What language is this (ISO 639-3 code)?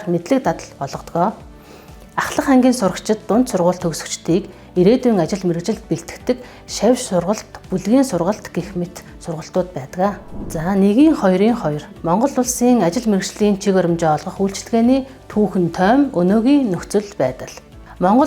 mon